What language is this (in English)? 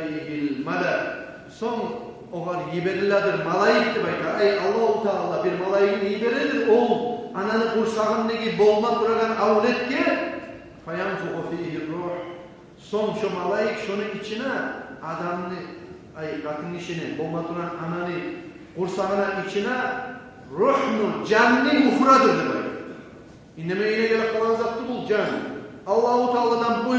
Kumyk